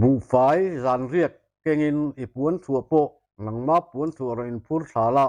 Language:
Mizo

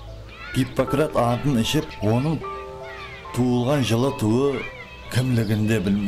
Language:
Kara-Kalpak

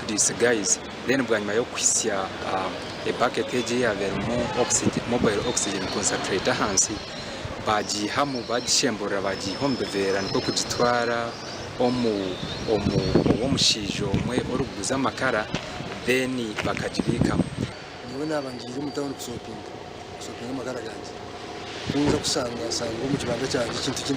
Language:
Nyankole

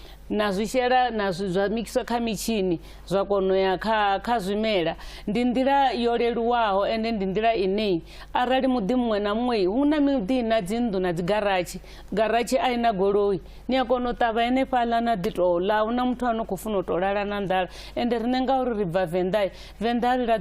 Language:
Venda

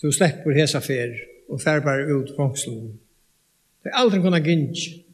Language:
Faroese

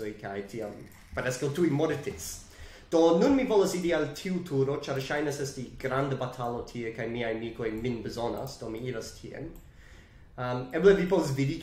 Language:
Esperanto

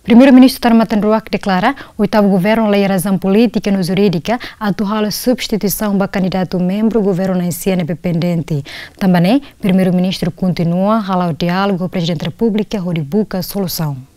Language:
Tetum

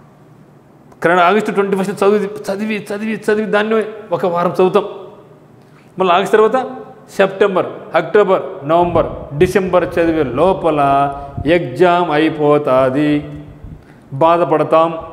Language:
Telugu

